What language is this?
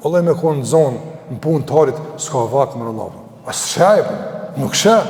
Albanian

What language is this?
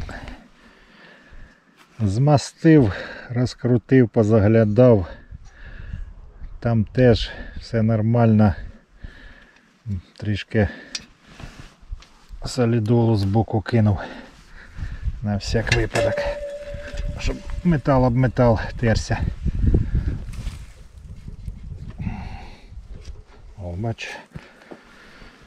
Ukrainian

